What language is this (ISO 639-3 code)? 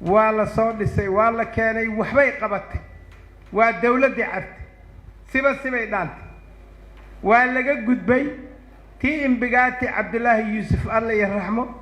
som